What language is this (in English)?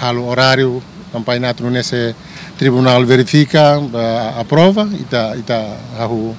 Tetum